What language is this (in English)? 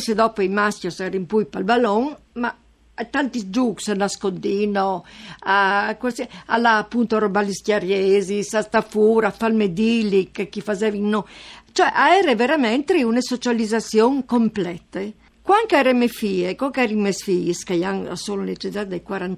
Friulian